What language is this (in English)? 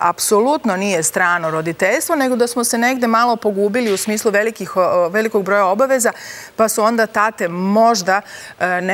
Serbian